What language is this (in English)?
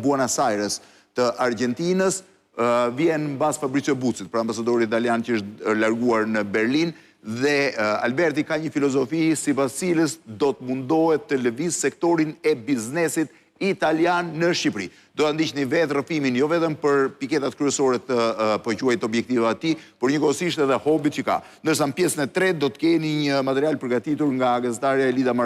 Albanian